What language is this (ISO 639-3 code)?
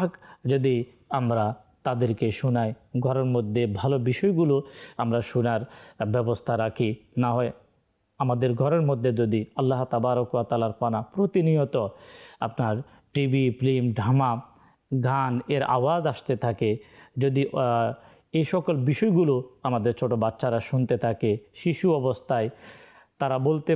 ben